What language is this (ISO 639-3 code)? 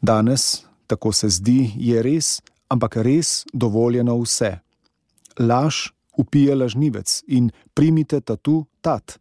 slv